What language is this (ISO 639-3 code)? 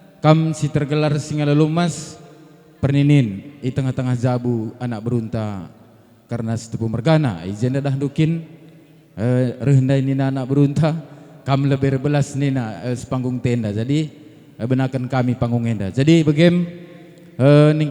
btx